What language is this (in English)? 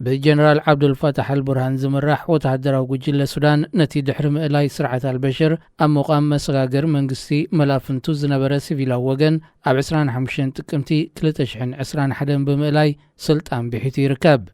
Tigrinya